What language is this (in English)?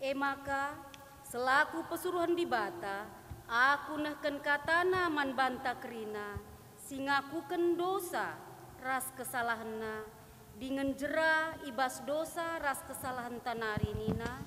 Batak Karo